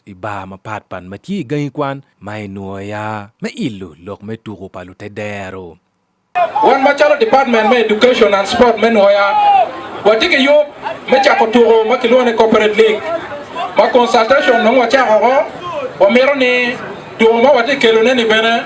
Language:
Acoli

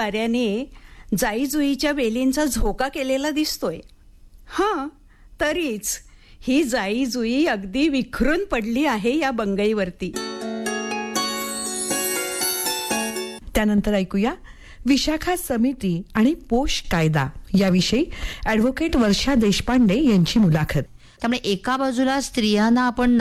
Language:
Marathi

